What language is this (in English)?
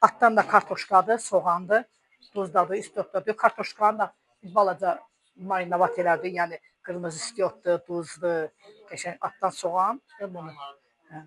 Azerbaijani